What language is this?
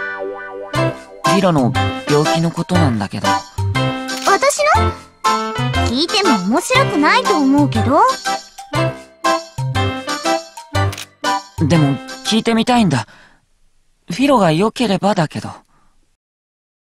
Japanese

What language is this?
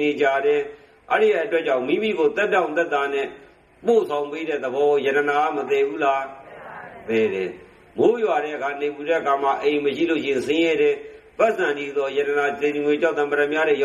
Burmese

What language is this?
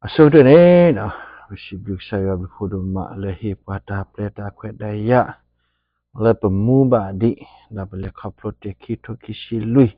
S'gaw Karen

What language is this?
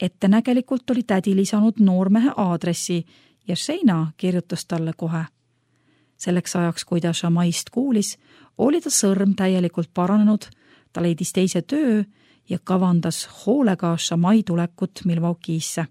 Estonian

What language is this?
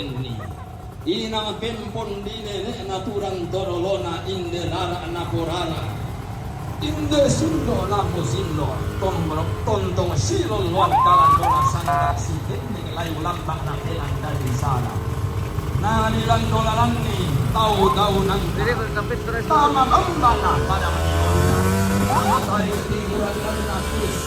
Toraja-Sa'dan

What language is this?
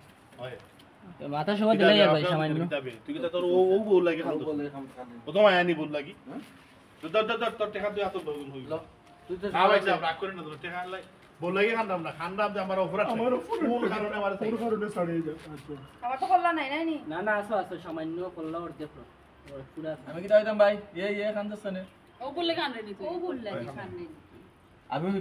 Sylheti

